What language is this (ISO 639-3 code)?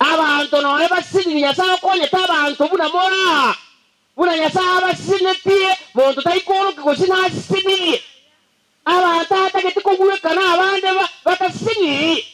guz